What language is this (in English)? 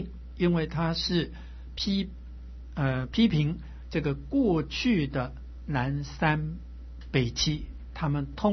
Chinese